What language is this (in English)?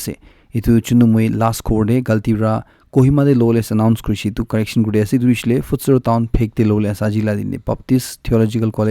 Naga Pidgin